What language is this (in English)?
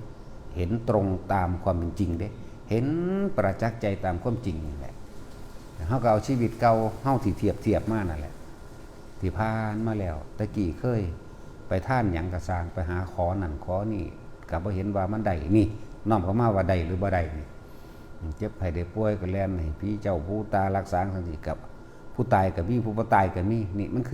Northeastern Thai